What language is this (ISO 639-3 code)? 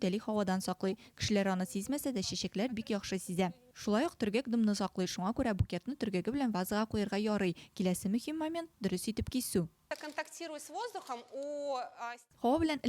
tat